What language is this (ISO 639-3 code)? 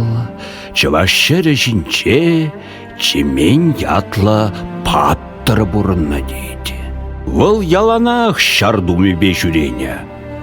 chv